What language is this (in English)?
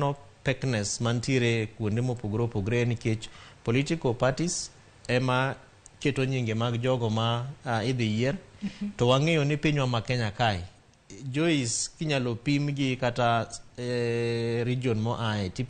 Luo (Kenya and Tanzania)